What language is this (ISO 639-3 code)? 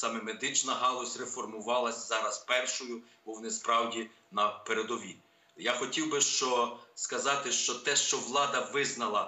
ukr